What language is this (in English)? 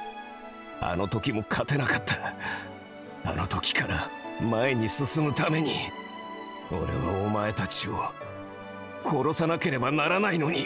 Japanese